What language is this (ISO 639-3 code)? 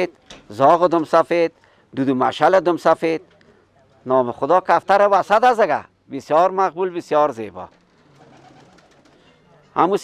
fas